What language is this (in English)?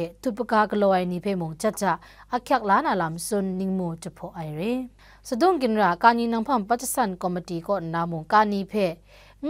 Kachin